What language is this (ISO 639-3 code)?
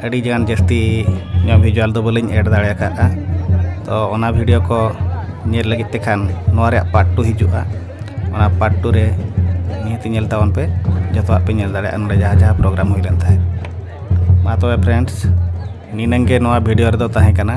sat